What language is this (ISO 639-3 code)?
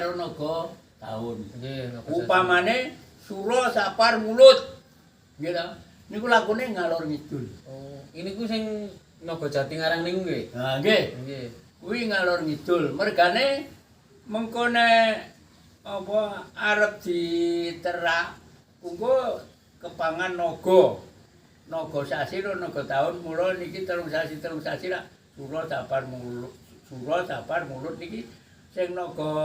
jav